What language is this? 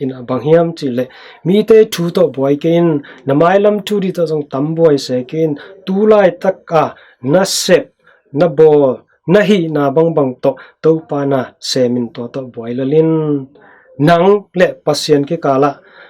Tedim Chin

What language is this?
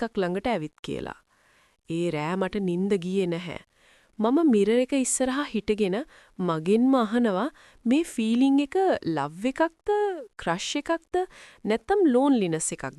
Sinhala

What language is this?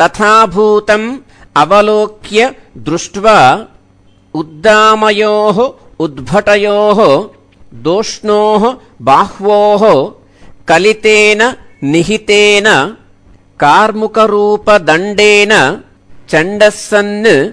Sanskrit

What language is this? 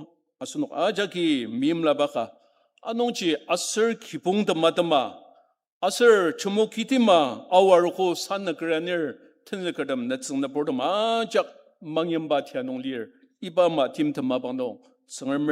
Ao Naga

